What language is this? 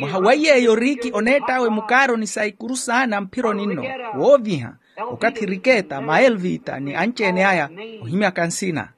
Makhuwa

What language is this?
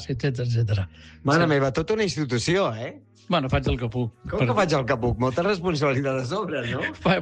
Catalan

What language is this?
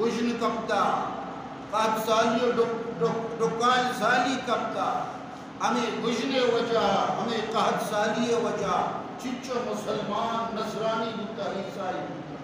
Baluchi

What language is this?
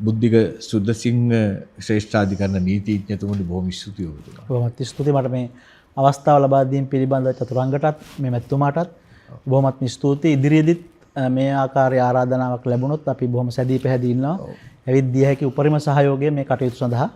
Sinhala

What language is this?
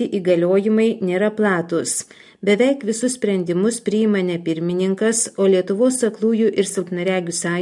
Lithuanian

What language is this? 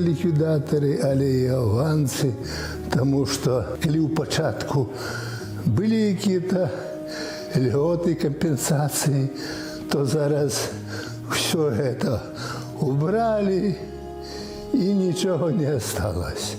Belarusian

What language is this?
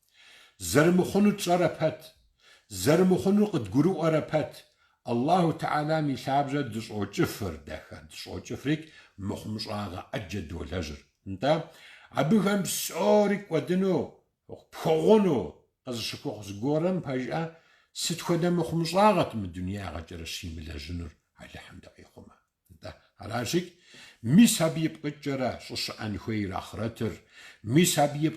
Kabardian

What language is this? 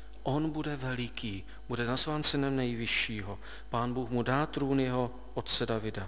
Czech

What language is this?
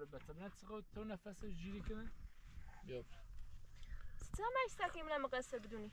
Persian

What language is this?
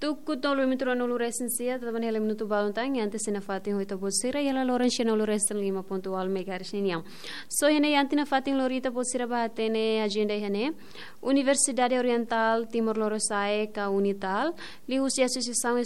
Tetum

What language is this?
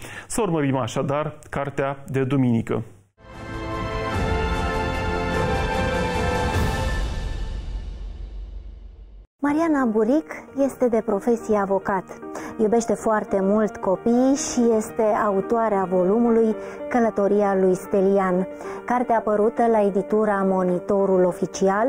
Romanian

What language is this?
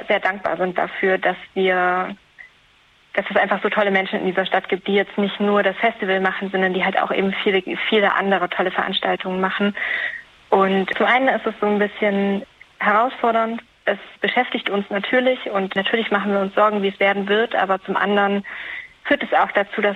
German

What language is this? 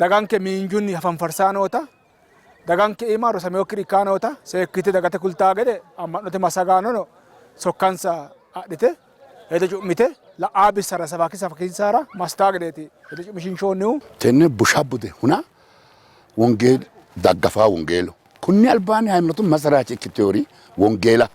Sidamo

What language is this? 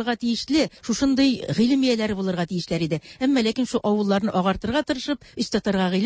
Tatar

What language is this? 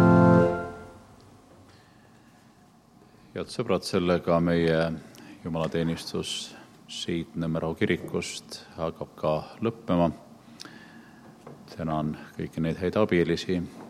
Estonian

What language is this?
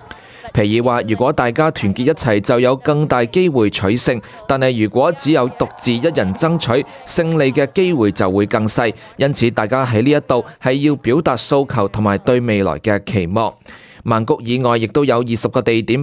Cantonese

